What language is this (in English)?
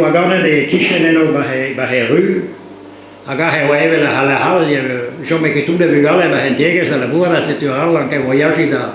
Breton